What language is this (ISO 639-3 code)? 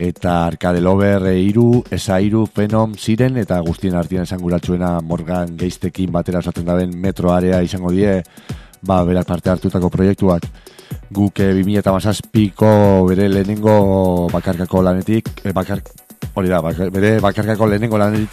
eus